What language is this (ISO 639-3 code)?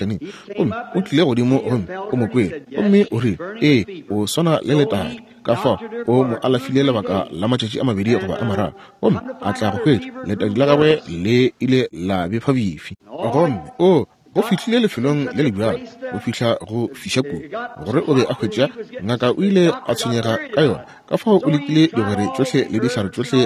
nso